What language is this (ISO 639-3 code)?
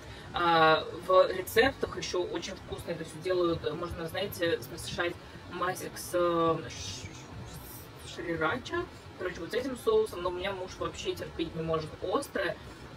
rus